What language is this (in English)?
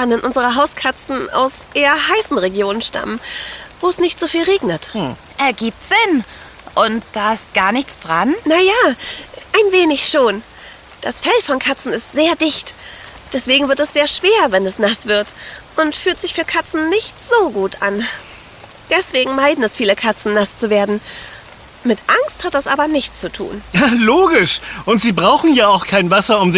German